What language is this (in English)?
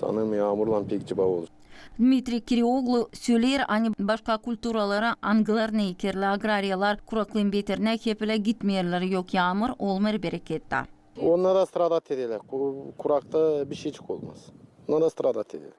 Gagauz